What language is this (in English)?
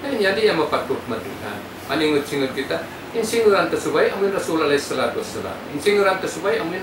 Tausug